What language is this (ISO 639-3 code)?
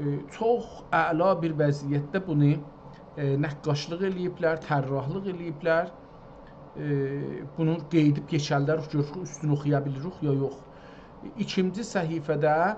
azb